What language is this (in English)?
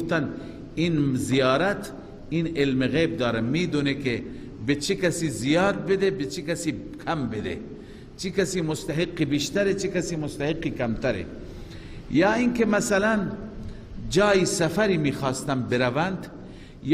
Persian